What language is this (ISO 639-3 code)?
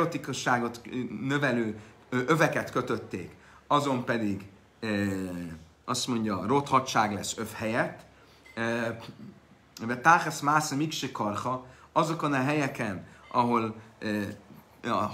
hun